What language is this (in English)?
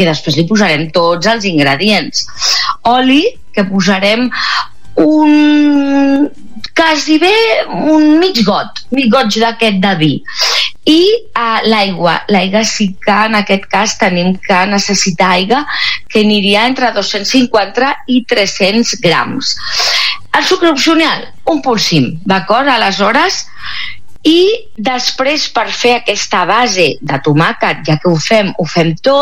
Catalan